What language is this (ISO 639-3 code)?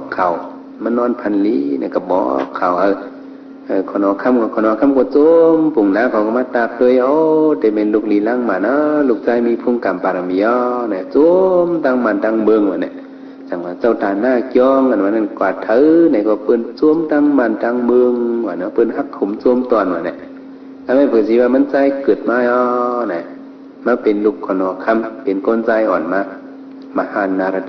shn